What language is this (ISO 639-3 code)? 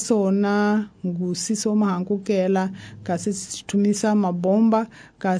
tso